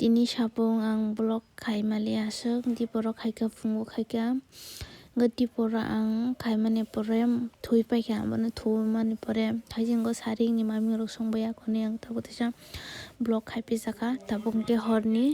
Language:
Kok Borok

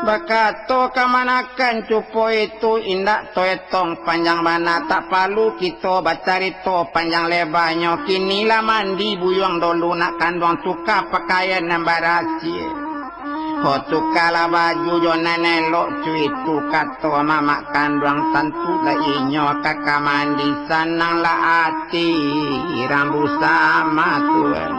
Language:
Minangkabau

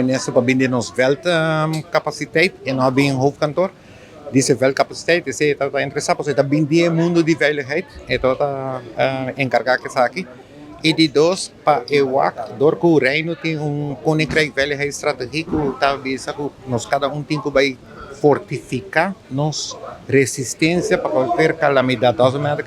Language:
Papiamento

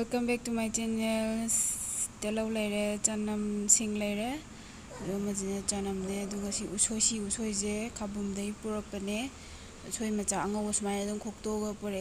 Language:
Manipuri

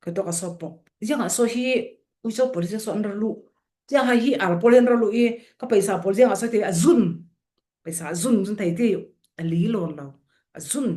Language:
Falam Chin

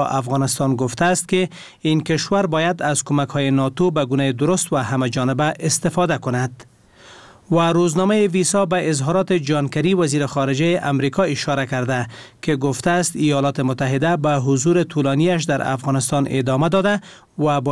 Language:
Persian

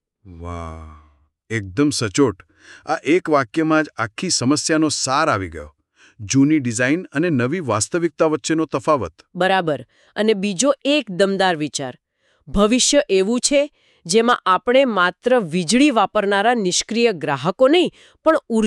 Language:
Gujarati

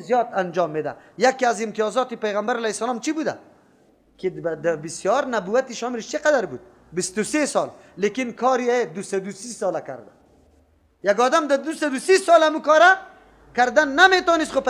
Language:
Persian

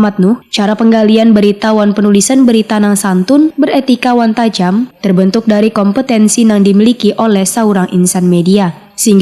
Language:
Banjar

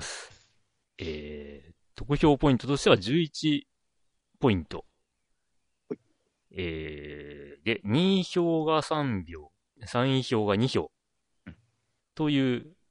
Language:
Japanese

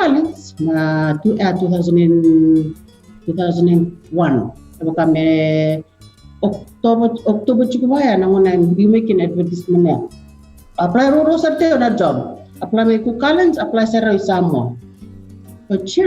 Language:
Fijian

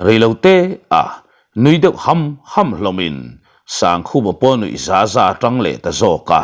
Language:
Mizo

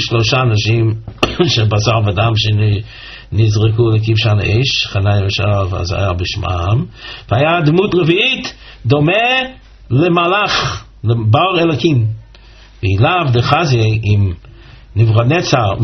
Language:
Hebrew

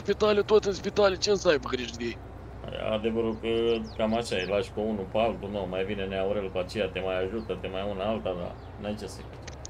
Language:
Romanian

